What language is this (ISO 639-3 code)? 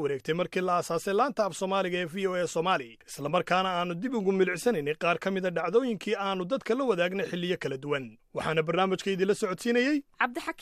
som